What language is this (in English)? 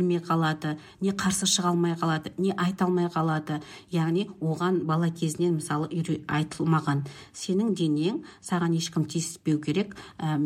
Kazakh